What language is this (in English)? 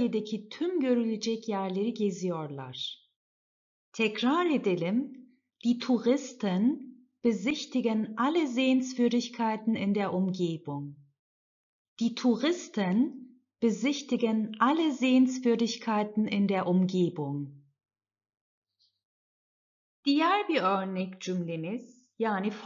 Turkish